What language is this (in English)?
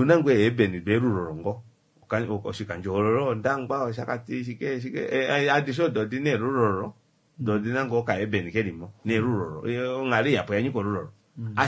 Kuanyama